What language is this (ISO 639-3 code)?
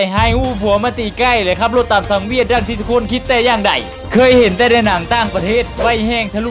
lao